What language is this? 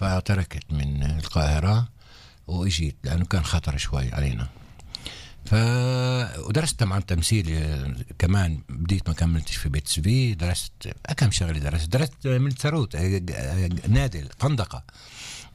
North Levantine Arabic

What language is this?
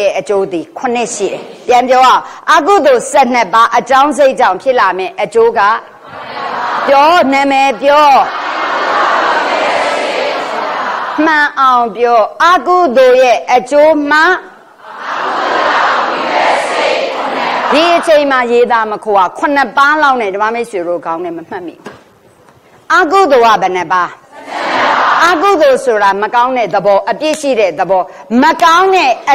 Burmese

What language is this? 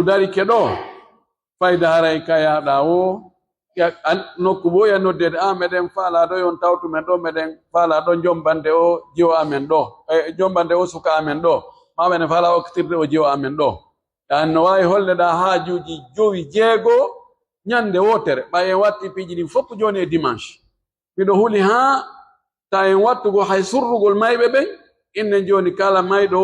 Pular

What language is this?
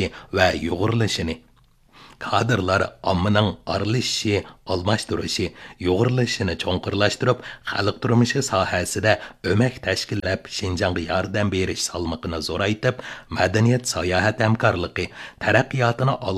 Uyghur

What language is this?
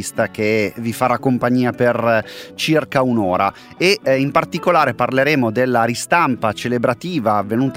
Italian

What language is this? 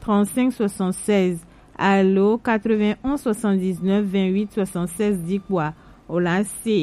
Gen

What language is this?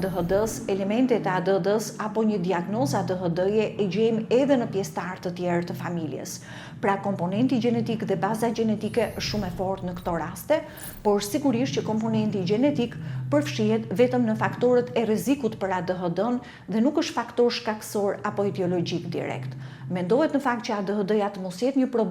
Albanian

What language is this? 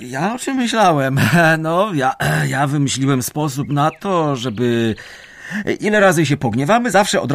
Polish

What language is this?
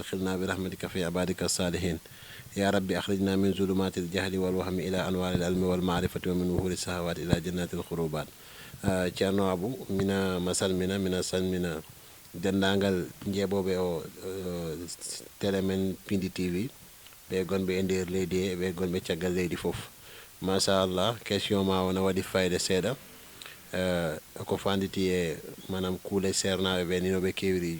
Fula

